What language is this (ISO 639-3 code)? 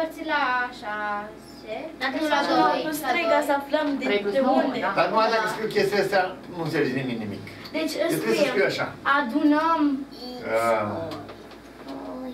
ron